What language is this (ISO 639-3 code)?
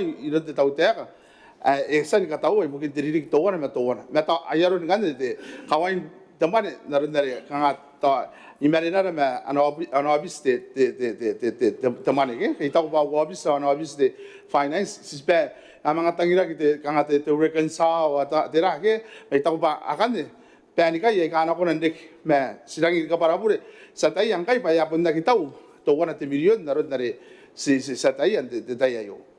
gil